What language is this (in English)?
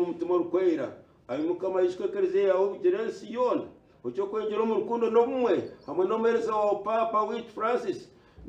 Nyankole